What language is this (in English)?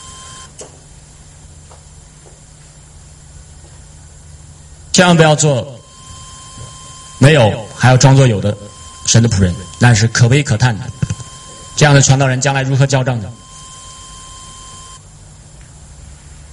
Chinese